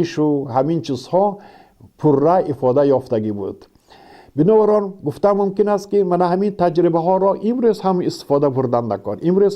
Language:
Tajik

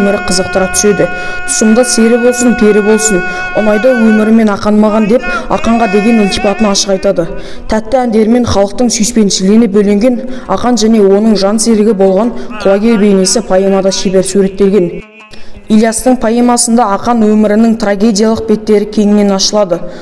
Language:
Kazakh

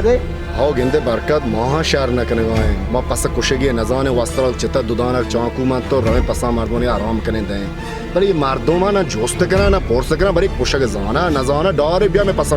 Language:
Baluchi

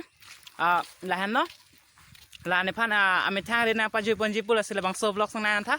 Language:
Karbi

